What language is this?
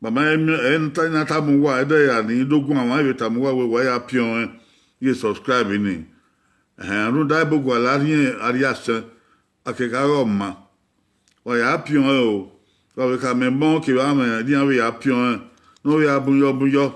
Bini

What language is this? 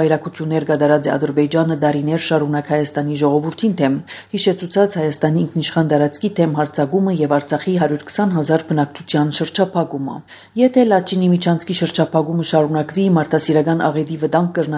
Armenian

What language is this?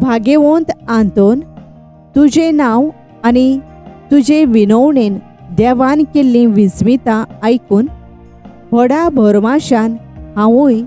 Konkani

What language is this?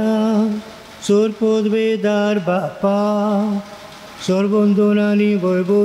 Konkani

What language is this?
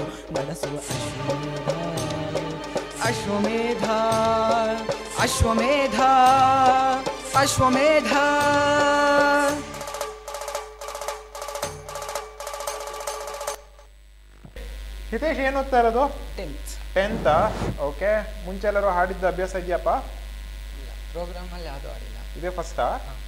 Kannada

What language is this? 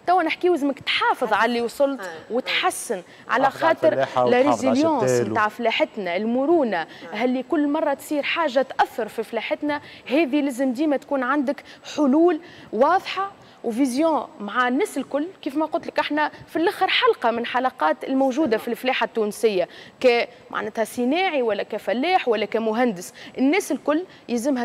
Tunisian Arabic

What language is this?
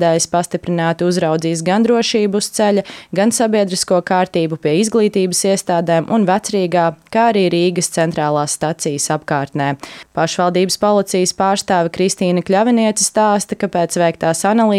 Latvian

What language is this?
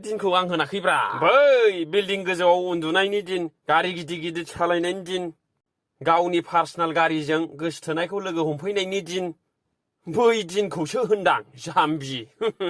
Bodo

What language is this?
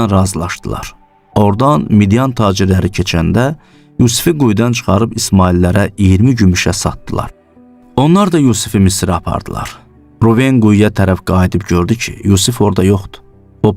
Azerbaijani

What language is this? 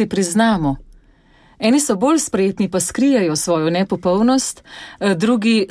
Slovenian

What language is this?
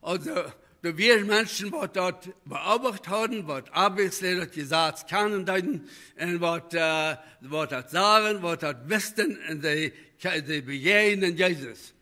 Plautdietsch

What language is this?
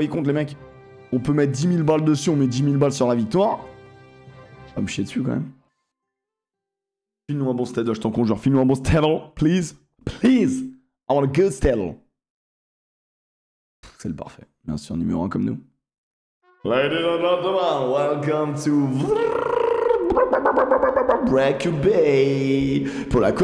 French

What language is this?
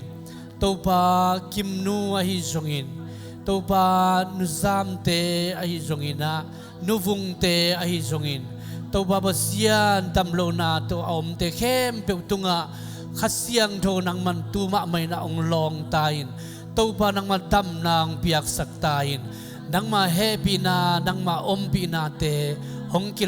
Tedim Chin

